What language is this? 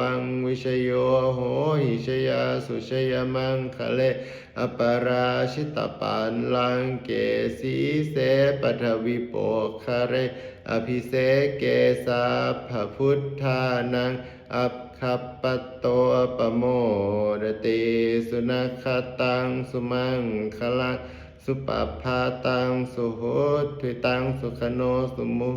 Pali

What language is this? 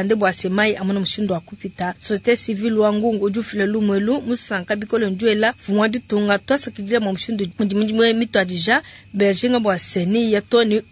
Luba-Lulua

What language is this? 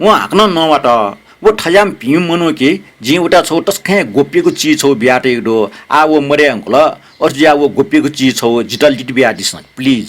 Newari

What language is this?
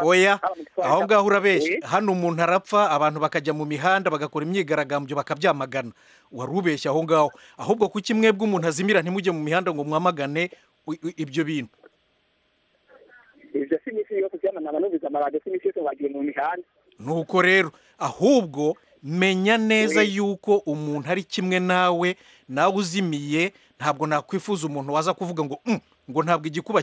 Kinyarwanda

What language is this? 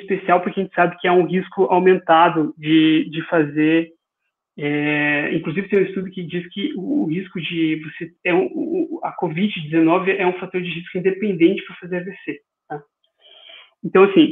Portuguese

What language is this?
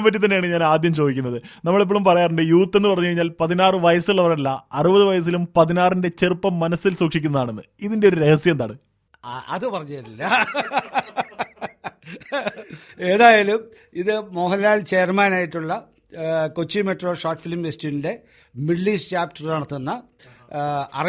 Malayalam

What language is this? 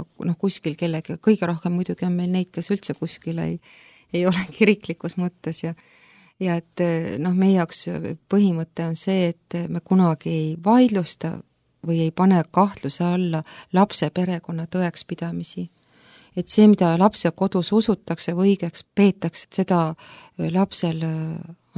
Estonian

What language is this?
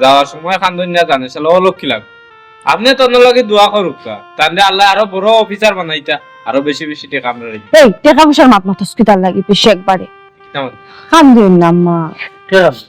Sylheti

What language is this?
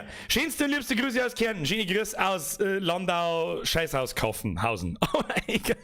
Bavarian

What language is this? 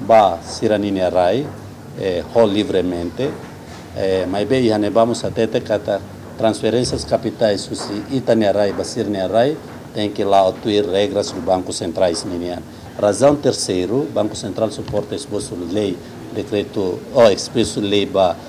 Tetum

